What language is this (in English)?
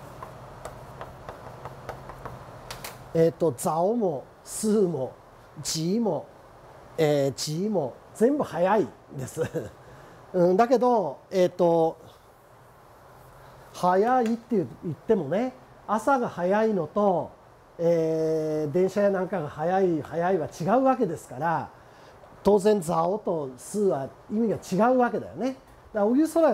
Japanese